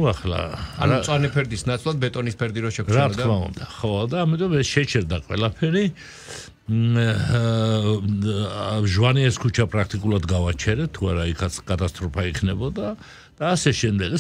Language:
Georgian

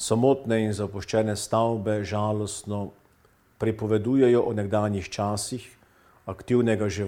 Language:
Slovenian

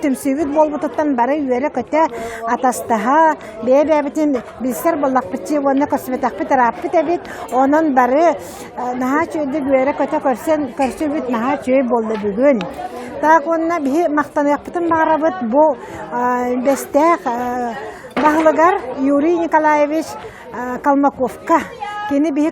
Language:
Yakut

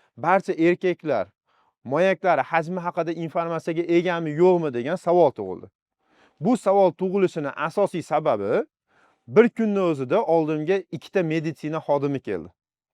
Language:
Uzbek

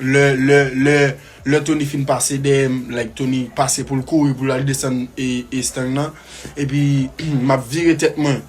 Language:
Haitian Creole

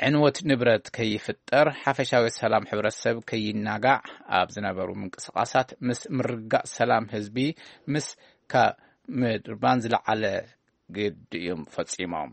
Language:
Tigrinya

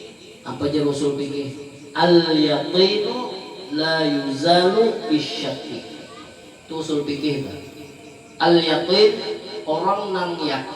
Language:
Banjar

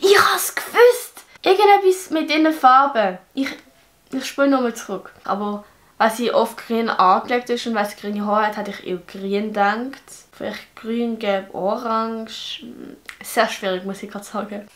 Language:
Swiss German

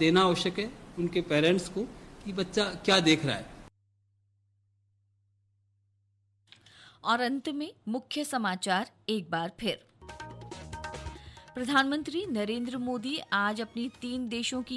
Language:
Hindi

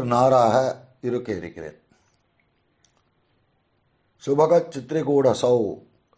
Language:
Tamil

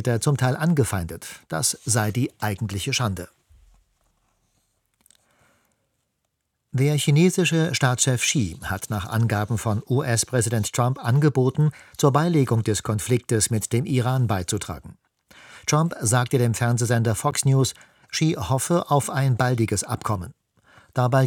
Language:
German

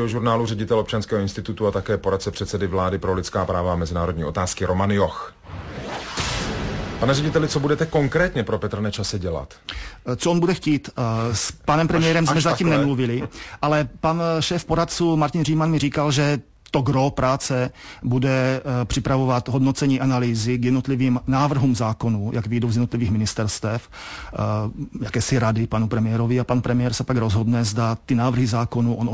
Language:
Czech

